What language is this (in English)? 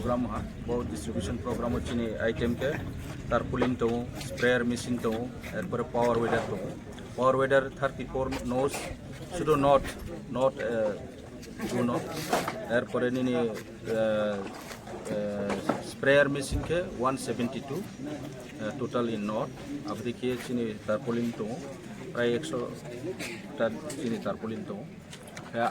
Riang (India)